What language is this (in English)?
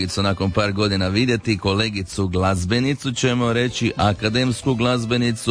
Croatian